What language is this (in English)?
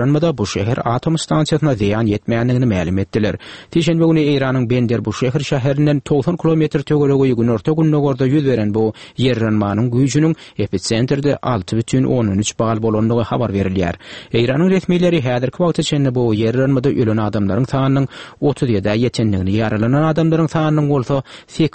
Kyrgyz